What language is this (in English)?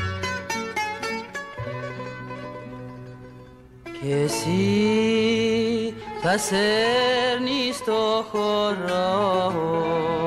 Greek